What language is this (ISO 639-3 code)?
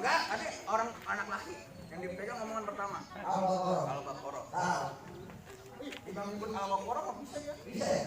bew